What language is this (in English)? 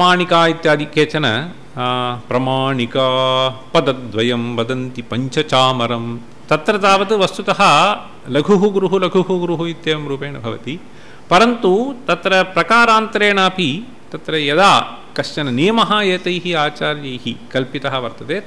Sanskrit